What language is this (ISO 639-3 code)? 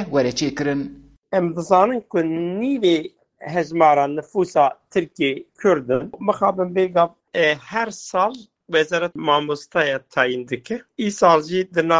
kur